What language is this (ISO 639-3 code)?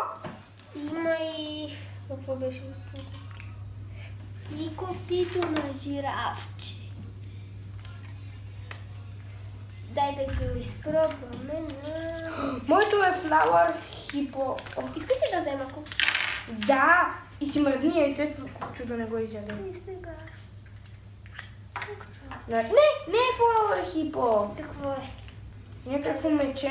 bul